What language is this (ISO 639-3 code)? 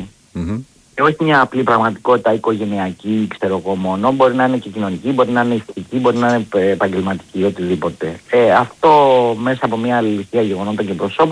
ell